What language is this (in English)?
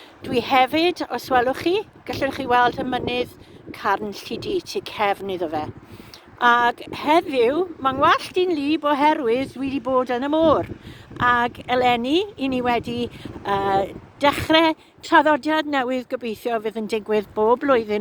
Welsh